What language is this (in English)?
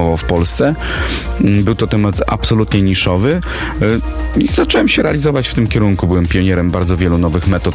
Polish